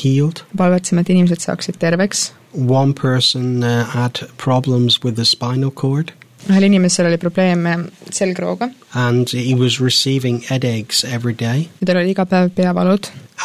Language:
Estonian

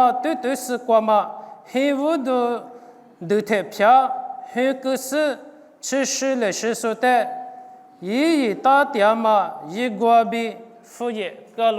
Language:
Lisu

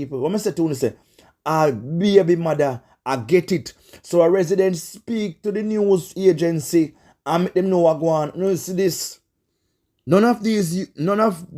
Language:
Jamaican Creole English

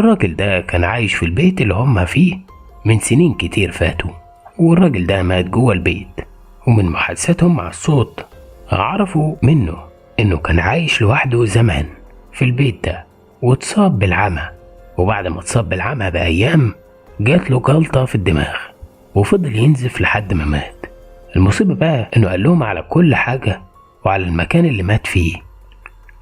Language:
Egyptian Arabic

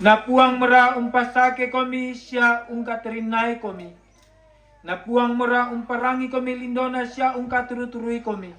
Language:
Toraja-Sa'dan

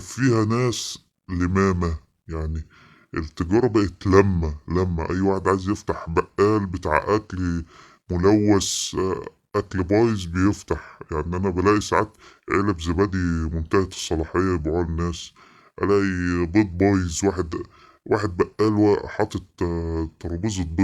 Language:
Egyptian Arabic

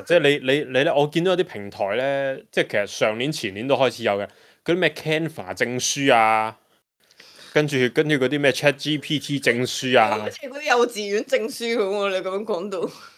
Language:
Cantonese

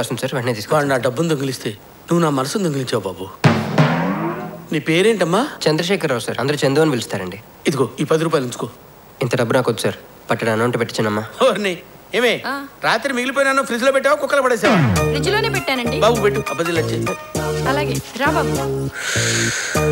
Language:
Telugu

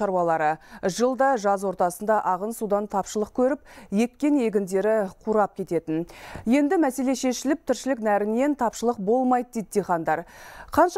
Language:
Kazakh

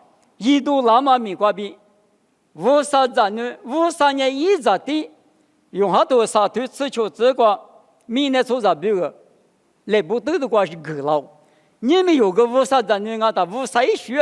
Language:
Lisu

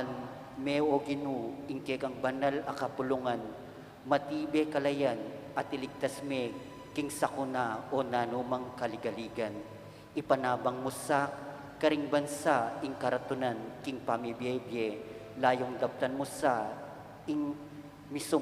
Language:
Pampanga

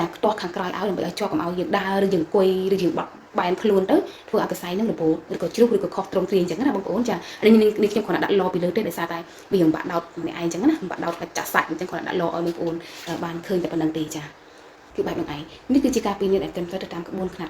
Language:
Khmer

